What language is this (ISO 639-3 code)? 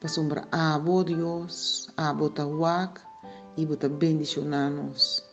pap